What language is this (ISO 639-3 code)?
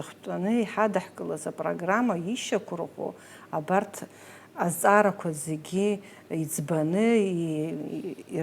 abk